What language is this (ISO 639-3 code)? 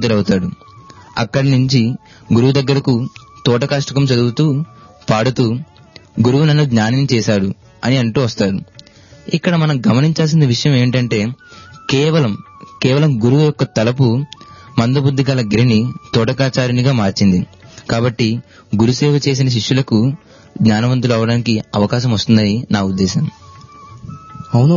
tel